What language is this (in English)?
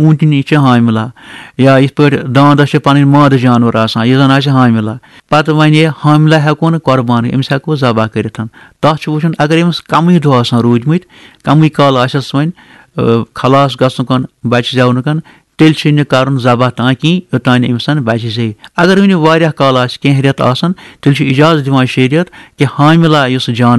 Kashmiri